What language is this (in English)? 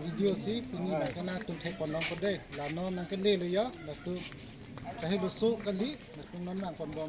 Karbi